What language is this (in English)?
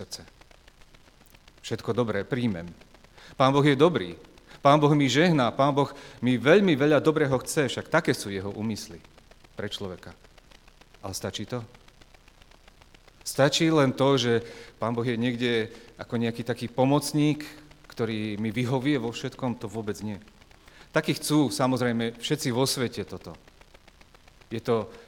Slovak